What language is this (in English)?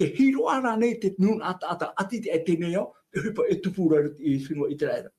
Tahitian